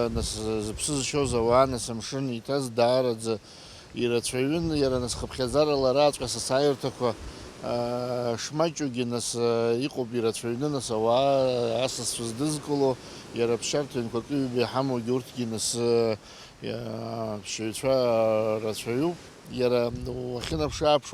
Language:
Abkhazian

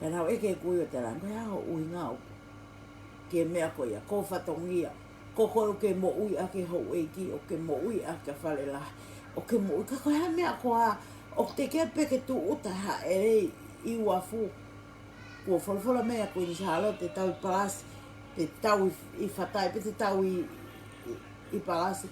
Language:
Tongan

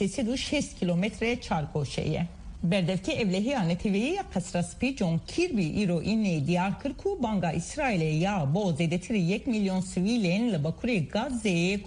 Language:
Kurdish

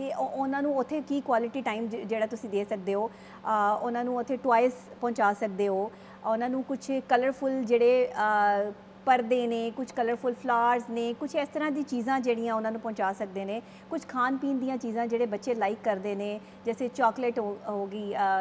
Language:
Punjabi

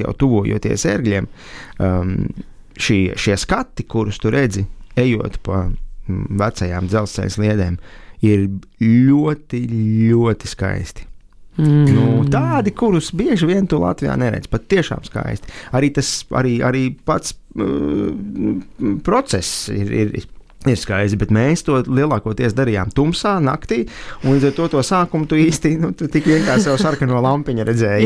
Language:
Latvian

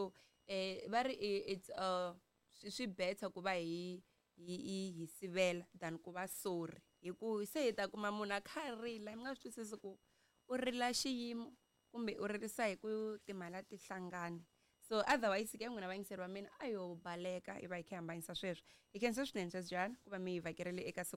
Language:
Tsonga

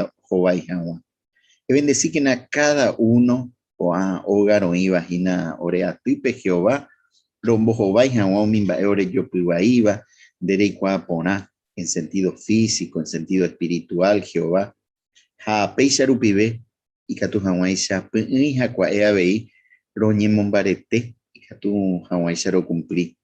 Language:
Guarani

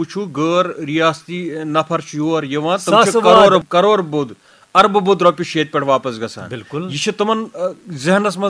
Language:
Kashmiri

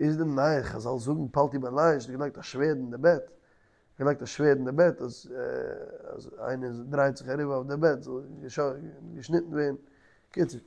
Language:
Yiddish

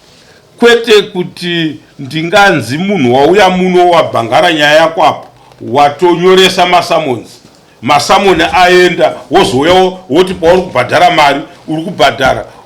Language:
Shona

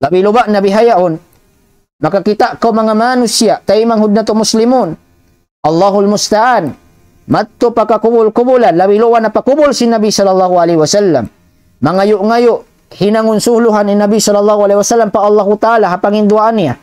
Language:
Tausug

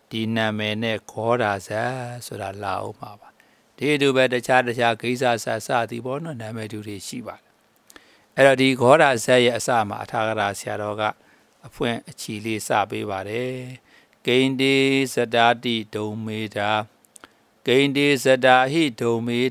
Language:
Burmese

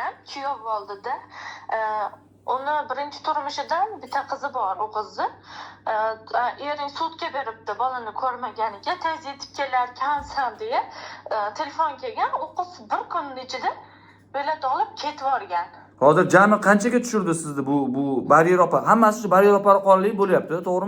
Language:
Uzbek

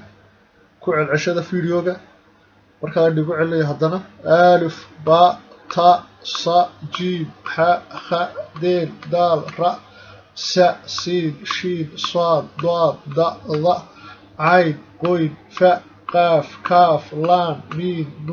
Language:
Somali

